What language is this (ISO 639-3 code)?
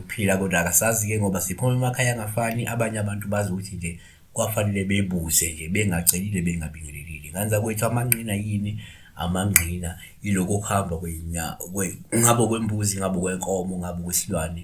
zul